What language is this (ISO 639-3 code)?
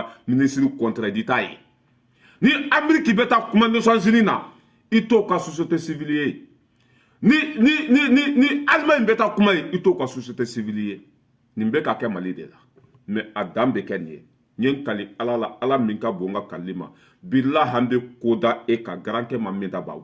bam